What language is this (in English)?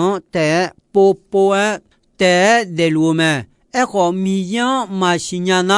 Akha